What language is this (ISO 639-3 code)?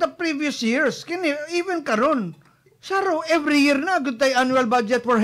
ceb